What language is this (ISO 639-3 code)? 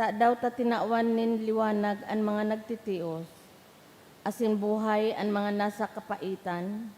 bik